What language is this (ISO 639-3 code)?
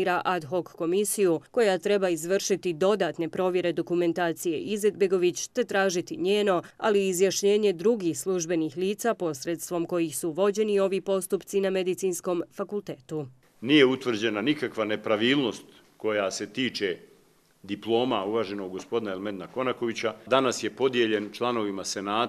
bos